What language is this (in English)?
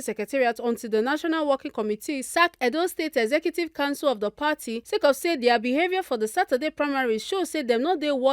Nigerian Pidgin